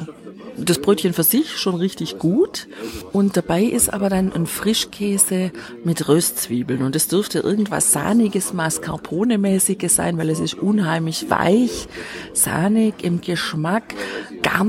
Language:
German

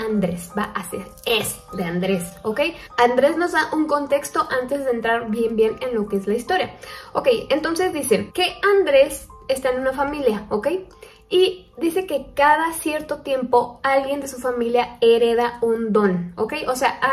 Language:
Spanish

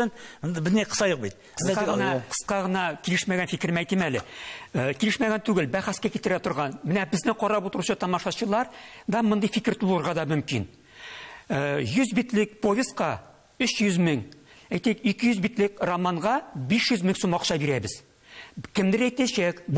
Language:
Tatar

